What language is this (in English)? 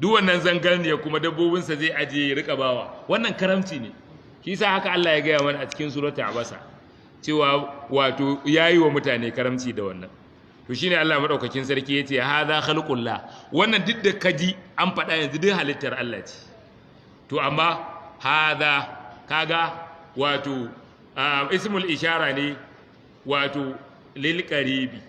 Hausa